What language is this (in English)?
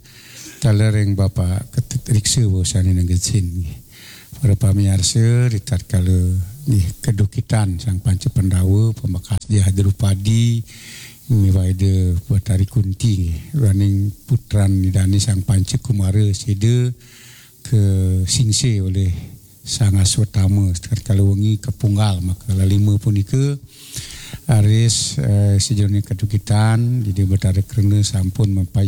Balinese